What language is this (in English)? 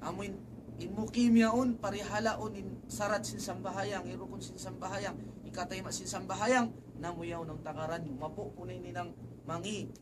Tausug